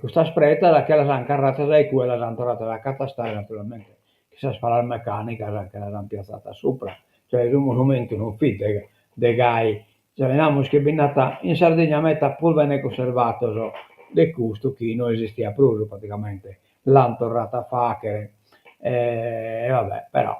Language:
Sardinian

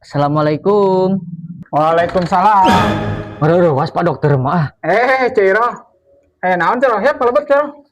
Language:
Sundanese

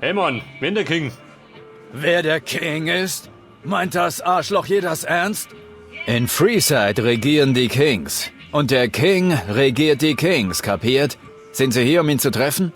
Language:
Bavarian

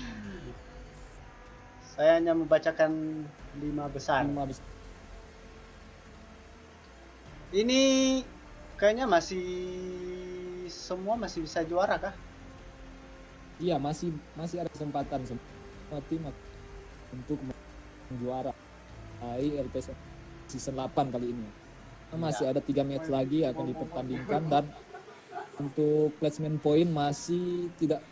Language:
Indonesian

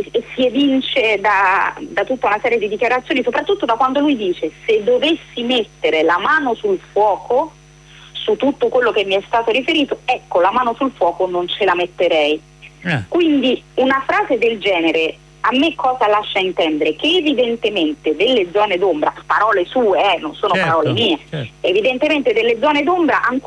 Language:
Italian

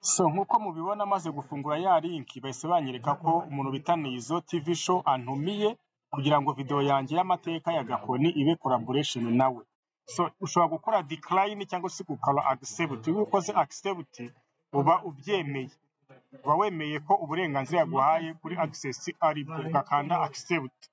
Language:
Kinyarwanda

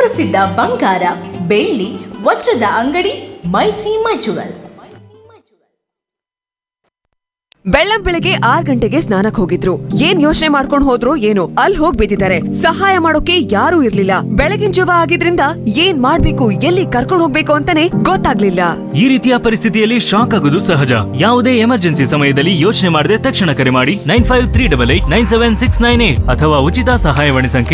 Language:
Kannada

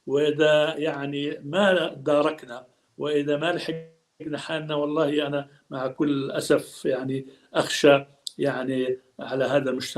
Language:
North Levantine Arabic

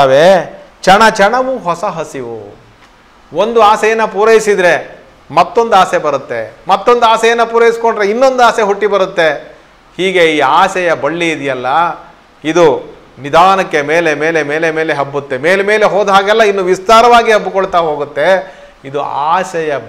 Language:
Kannada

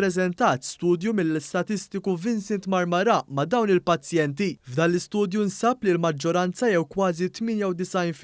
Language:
Maltese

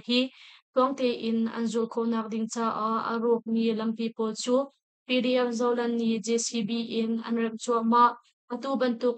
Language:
Hakha Chin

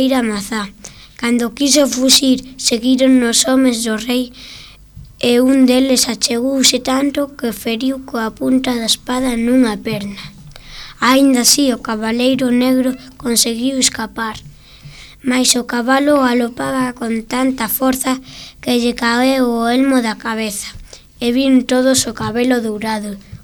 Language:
Galician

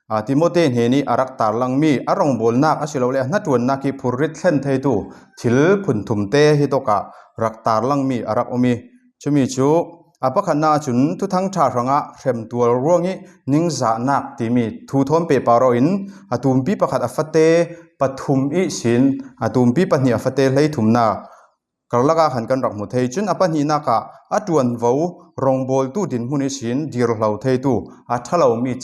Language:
Falam Chin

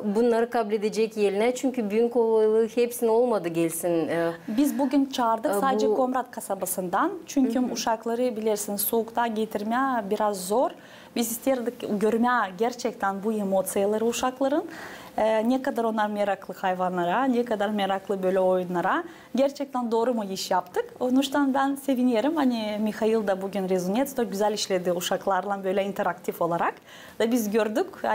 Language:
Gagauz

